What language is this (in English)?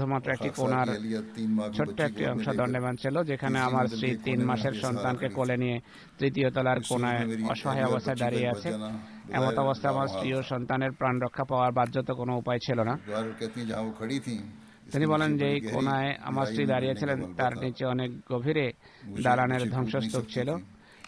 Bangla